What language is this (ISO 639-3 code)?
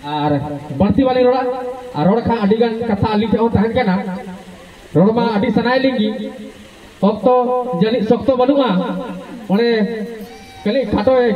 sat